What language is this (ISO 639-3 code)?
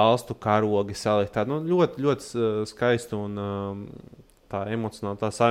lav